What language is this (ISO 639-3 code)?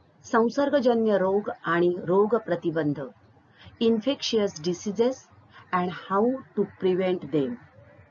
mar